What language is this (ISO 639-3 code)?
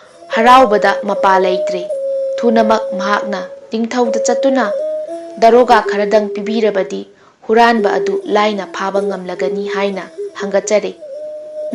mni